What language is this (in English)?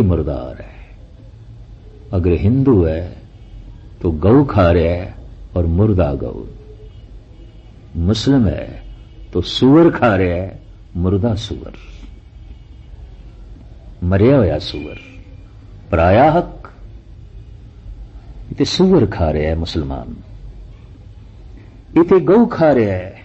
Punjabi